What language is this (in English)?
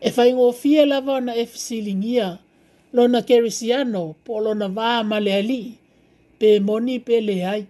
Samoan